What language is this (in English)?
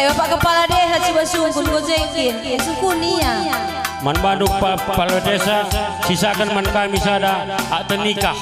Batak Karo